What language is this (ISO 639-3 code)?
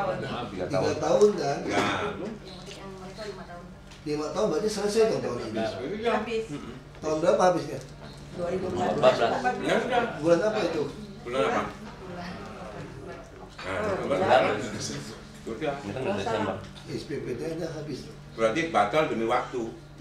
ind